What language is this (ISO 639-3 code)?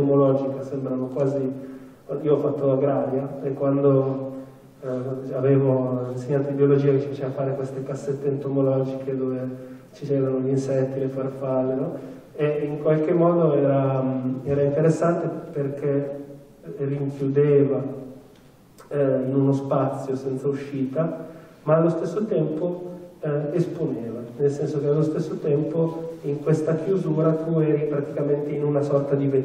ita